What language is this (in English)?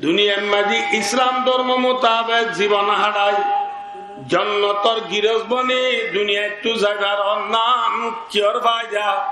Rohingya